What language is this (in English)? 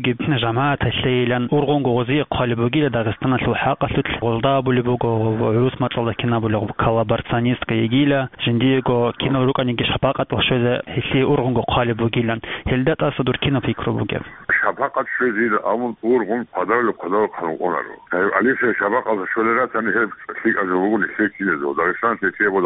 Avaric